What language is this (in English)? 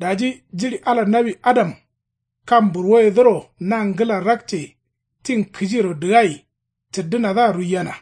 Kanuri